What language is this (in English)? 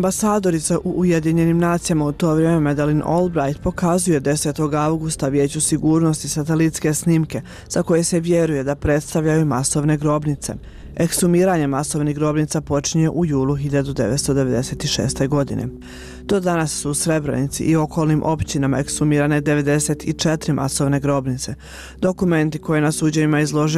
Bosnian